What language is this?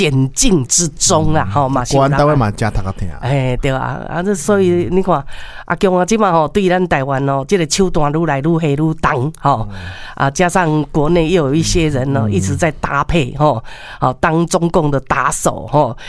Min Nan Chinese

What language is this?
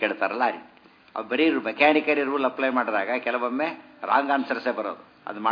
Kannada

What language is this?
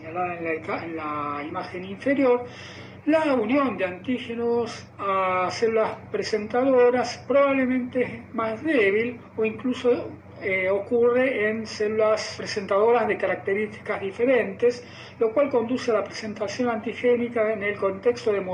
Spanish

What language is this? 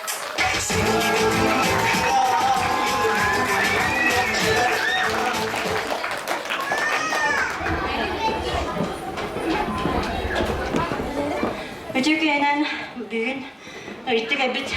Yakut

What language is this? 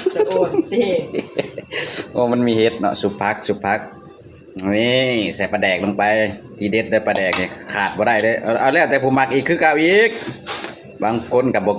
Lao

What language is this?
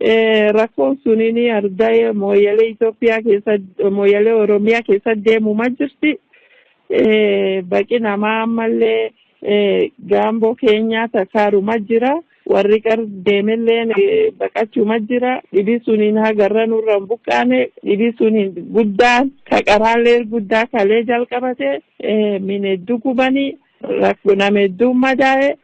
Oromo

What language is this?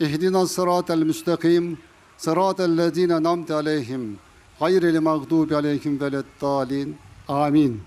Crimean Tatar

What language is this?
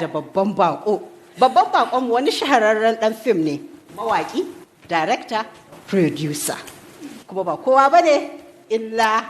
Hausa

